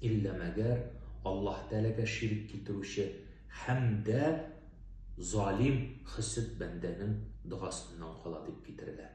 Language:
Tatar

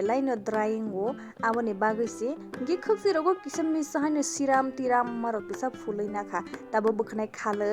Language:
Kok Borok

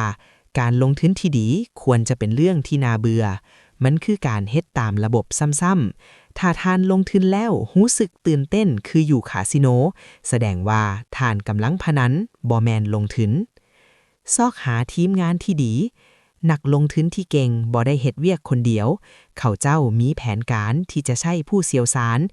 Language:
Lao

